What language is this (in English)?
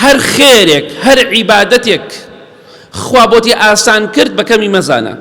Central Kurdish